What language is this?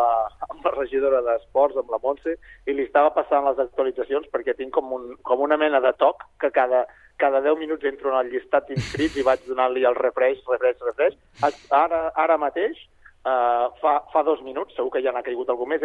Catalan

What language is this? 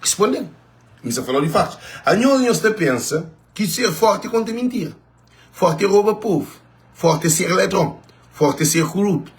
Kabuverdianu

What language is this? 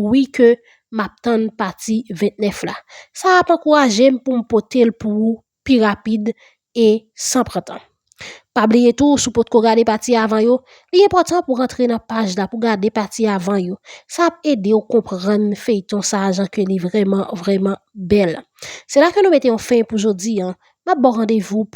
Haitian Creole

